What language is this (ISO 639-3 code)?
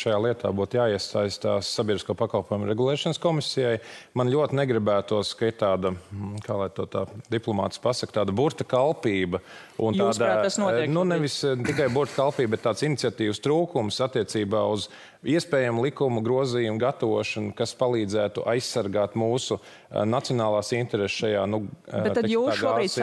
lav